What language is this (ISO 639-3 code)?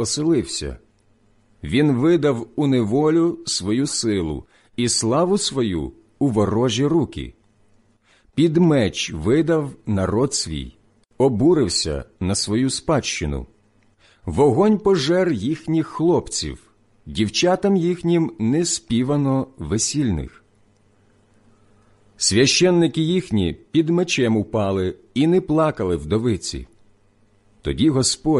ukr